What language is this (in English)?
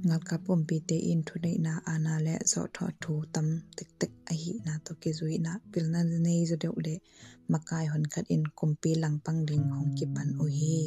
Tedim Chin